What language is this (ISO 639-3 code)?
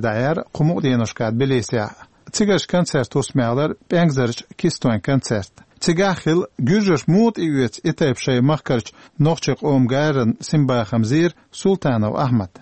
che